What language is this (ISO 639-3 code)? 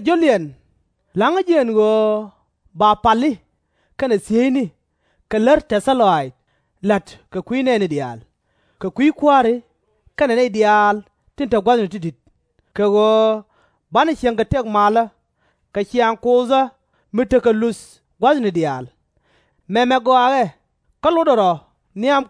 nus